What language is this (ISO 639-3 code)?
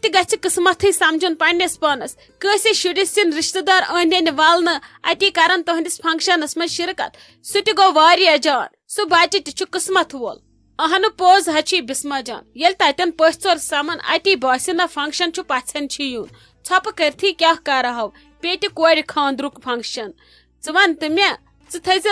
kas